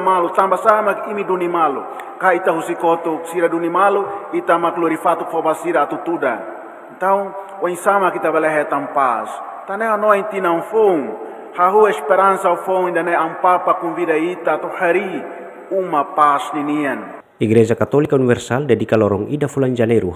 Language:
Tetum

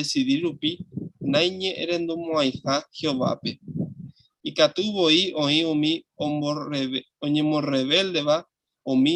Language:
Guarani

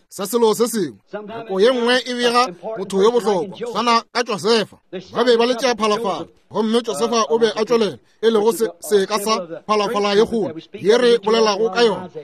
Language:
Northern Sotho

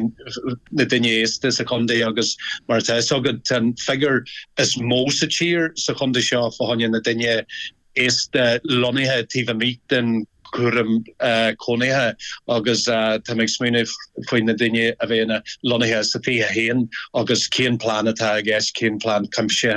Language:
Irish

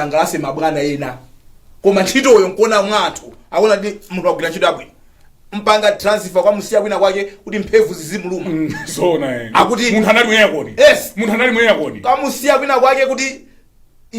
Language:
Nyanja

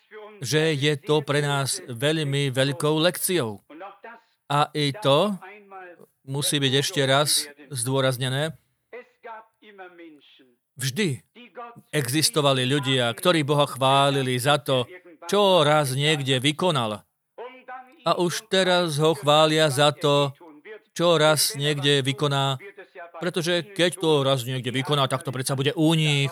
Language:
Slovak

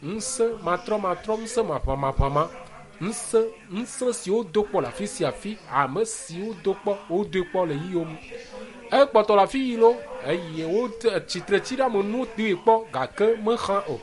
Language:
Ewe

